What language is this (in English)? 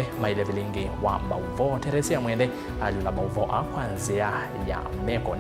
Kamba